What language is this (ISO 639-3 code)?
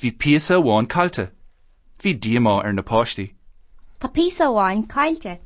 gle